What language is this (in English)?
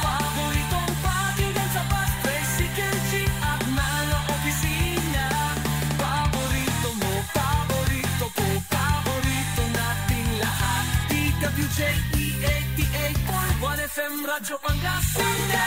Pangasinan